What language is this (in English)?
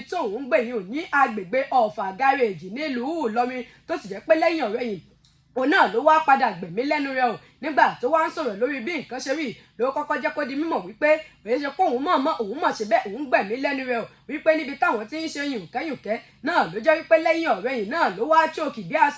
Yoruba